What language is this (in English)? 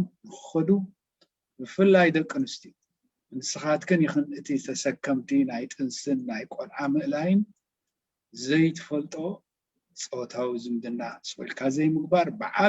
Tigrinya